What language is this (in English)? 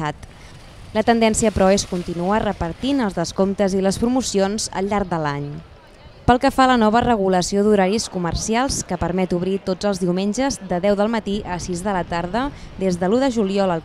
Catalan